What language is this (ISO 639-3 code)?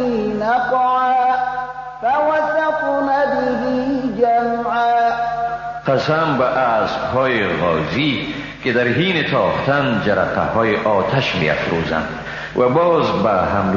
fas